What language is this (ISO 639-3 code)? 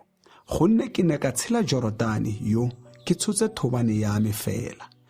tsn